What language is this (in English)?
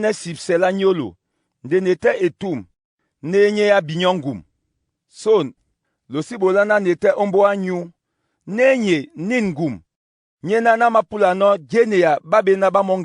Duala